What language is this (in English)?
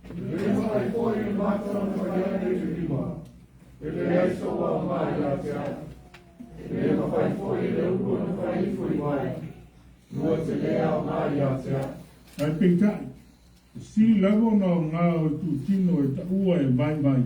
Samoan